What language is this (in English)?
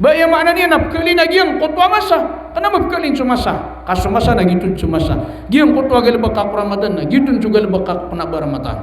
Maranao